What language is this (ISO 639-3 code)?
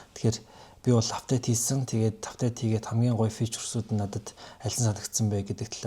mon